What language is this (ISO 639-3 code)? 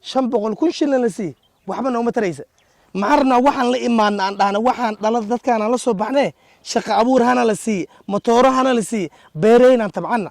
som